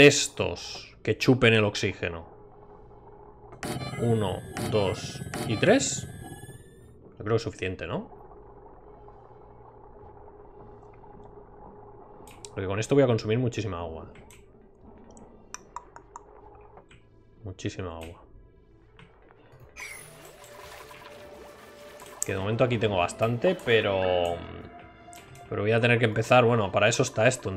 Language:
Spanish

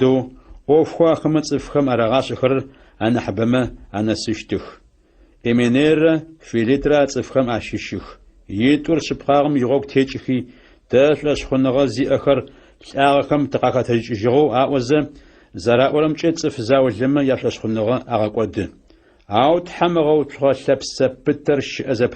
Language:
Adyghe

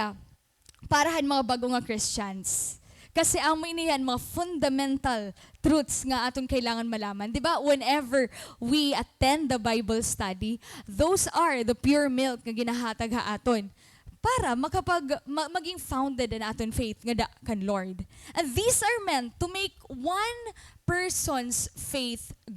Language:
Waray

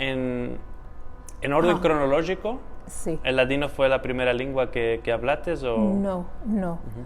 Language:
Ladino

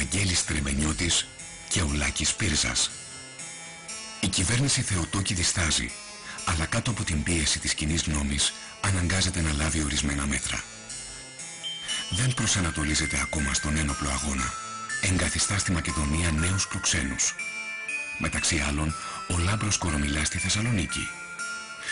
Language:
Greek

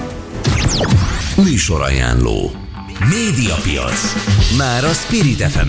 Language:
Hungarian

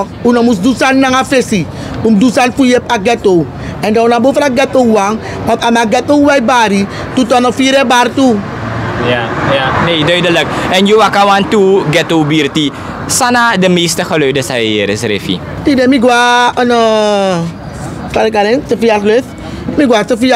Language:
Sranan Tongo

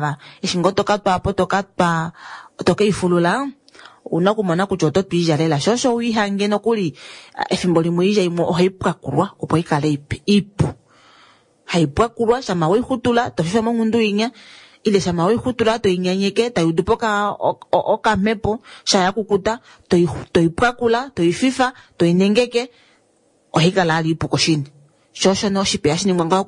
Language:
Kuanyama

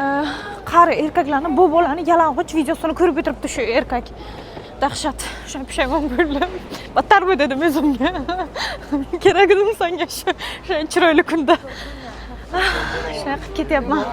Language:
Uzbek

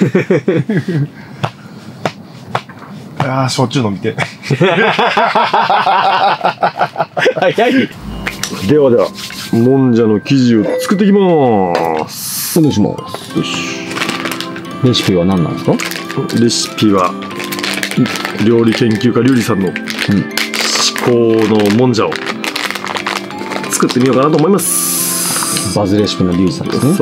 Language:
Japanese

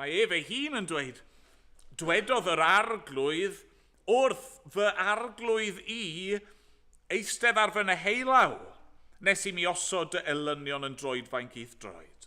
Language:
Welsh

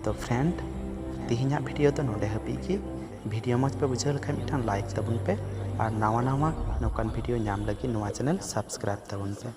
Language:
Santali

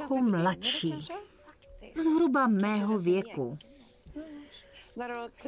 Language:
Czech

